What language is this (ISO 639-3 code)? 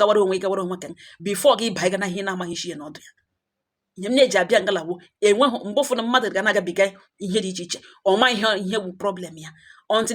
ibo